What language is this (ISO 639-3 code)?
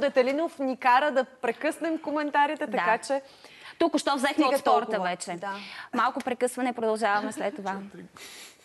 bul